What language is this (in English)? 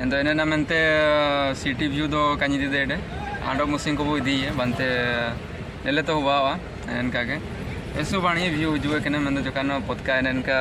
Ho